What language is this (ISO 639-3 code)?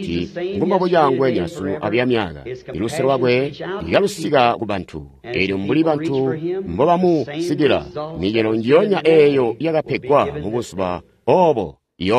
toi